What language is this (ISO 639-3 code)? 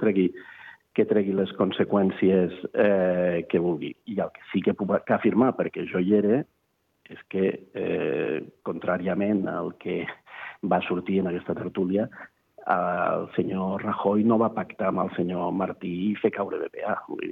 cat